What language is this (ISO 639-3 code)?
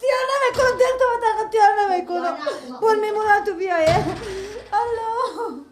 fas